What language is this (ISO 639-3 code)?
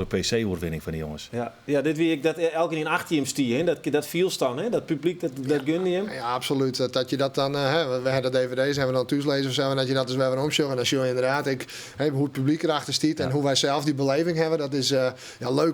fry